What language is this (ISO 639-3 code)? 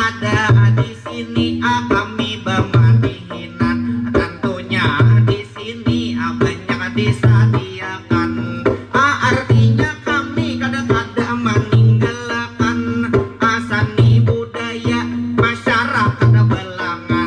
bjn